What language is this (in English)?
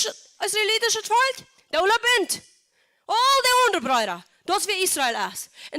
Plautdietsch